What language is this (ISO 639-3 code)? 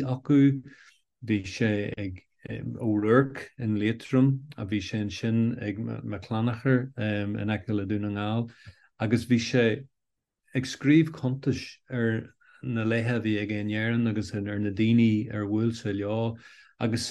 gle